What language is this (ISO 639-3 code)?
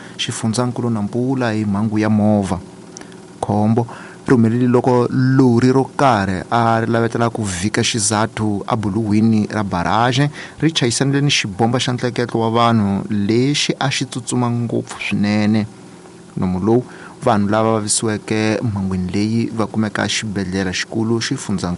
tso